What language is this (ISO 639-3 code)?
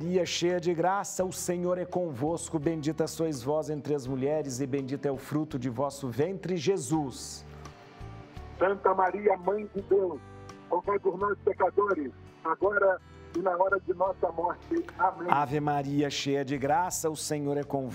por